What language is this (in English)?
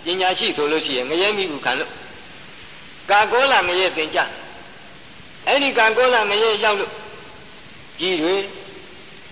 Burmese